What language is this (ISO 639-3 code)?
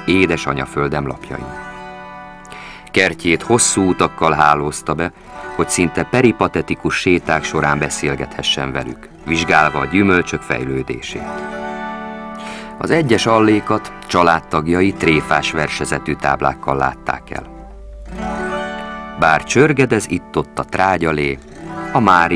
hun